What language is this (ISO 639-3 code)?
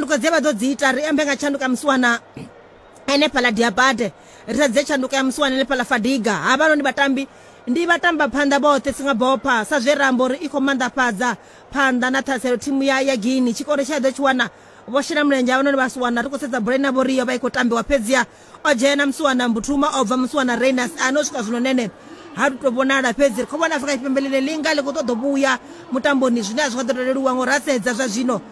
ven